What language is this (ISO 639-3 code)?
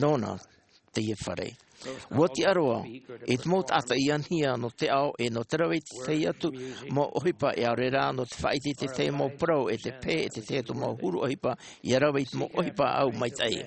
tah